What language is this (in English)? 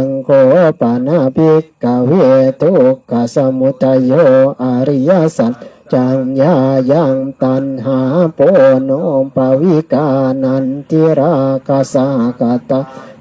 Pali